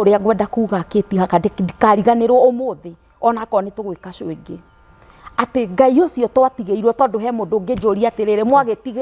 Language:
Kikuyu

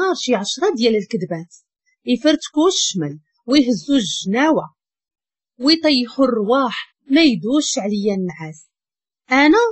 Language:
Moroccan Arabic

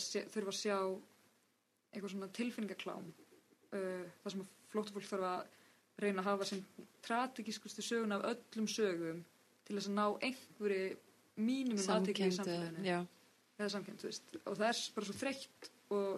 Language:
Icelandic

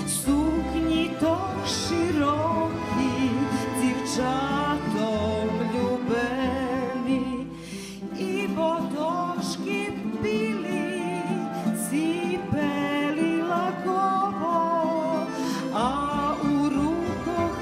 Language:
Rusyn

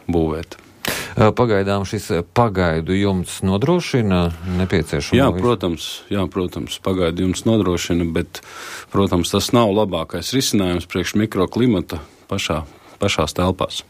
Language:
Latvian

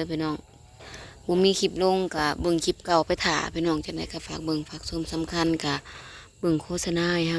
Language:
Lao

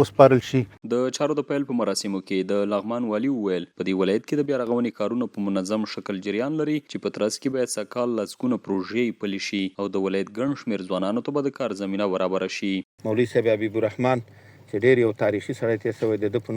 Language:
Pashto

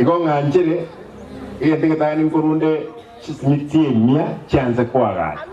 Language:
Gusii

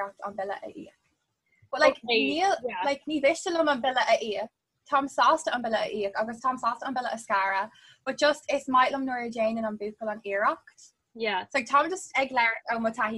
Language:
Irish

